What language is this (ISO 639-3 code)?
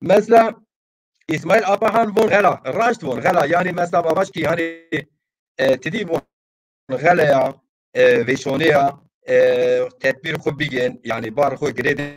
zza